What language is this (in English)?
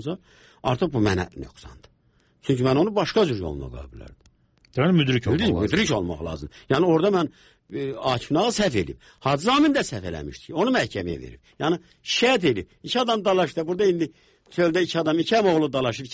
Azerbaijani